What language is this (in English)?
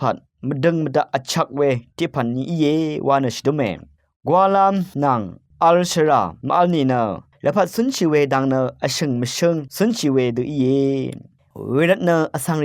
Rawang